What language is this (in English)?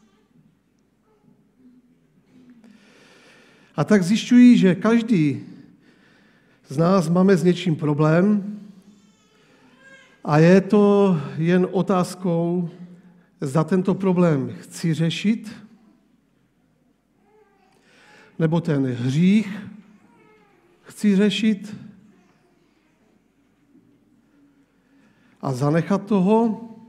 Czech